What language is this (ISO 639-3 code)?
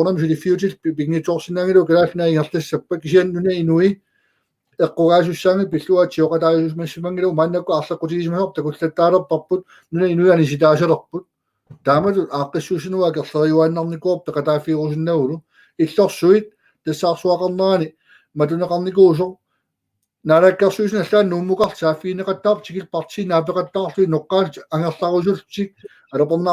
kal